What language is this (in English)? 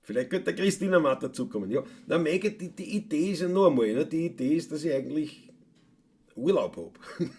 Bavarian